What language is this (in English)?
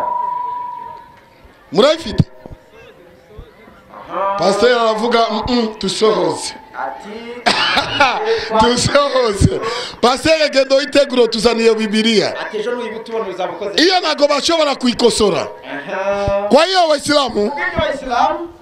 Kinyarwanda